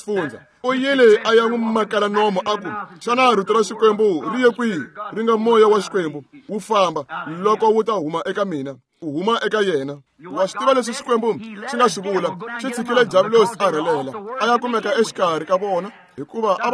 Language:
Tsonga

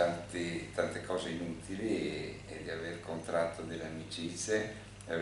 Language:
Italian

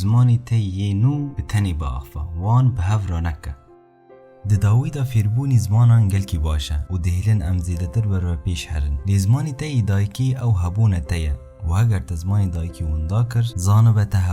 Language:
Kurdish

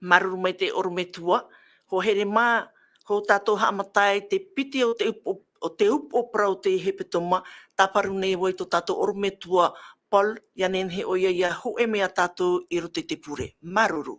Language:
Tahitian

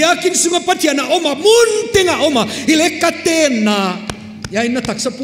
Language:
Paite Chin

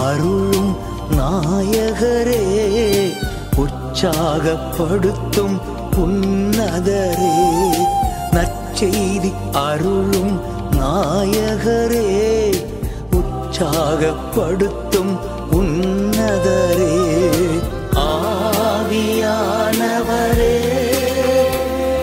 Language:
Tamil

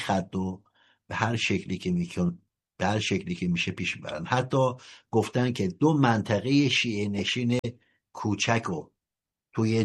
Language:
Persian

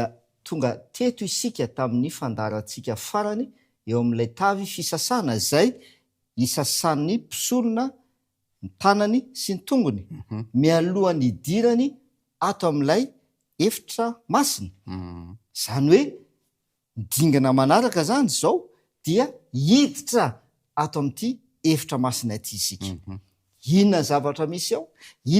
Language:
Malagasy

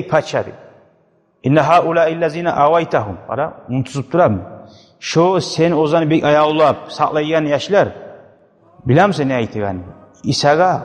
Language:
Kumyk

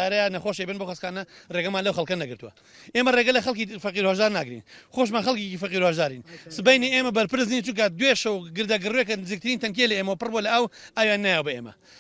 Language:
Central Kurdish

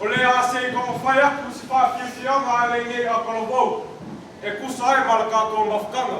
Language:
Samoan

